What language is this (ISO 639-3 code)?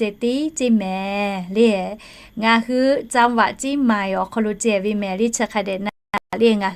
lhu